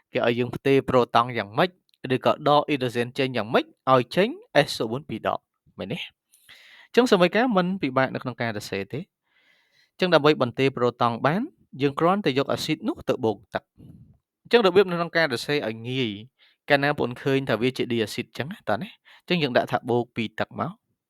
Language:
Khmer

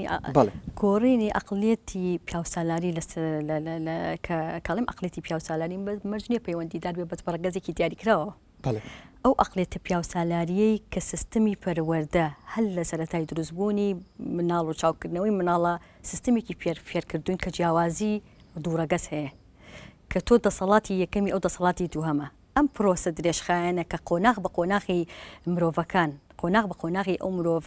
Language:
Central Kurdish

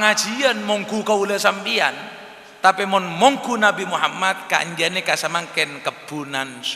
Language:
Madurese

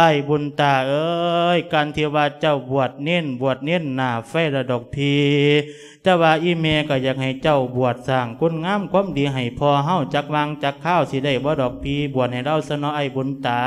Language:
Lao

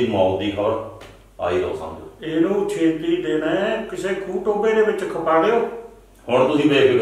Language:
Punjabi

